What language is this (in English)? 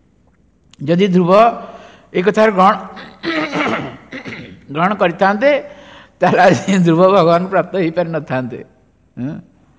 Odia